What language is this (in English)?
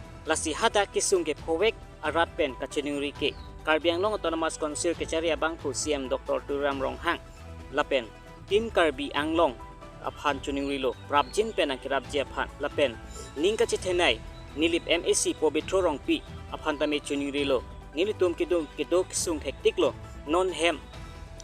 Karbi